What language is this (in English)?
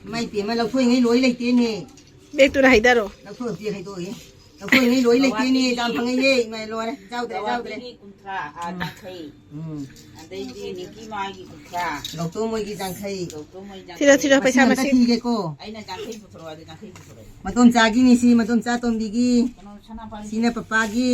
Manipuri